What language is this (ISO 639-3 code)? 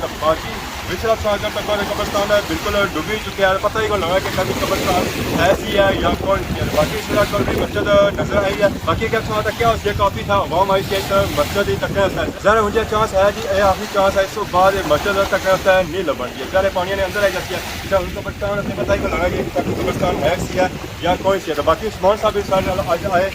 phr